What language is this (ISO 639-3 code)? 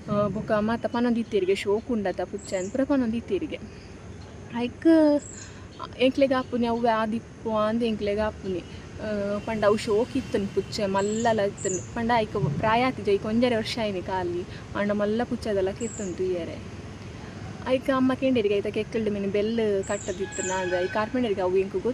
tcy